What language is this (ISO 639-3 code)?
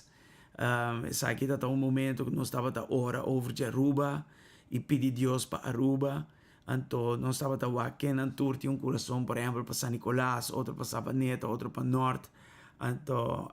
pap